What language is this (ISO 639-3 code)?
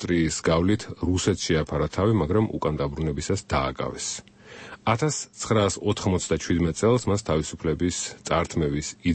kat